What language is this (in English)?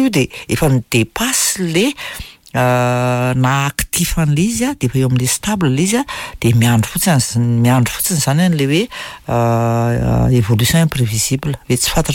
Malagasy